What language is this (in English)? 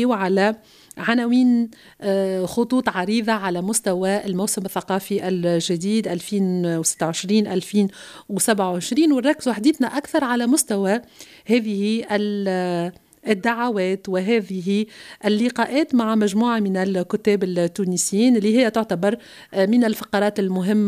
Tunisian Arabic